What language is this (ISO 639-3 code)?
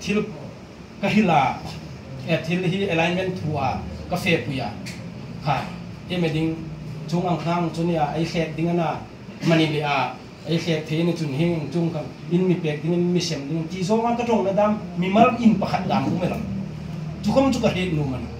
hmr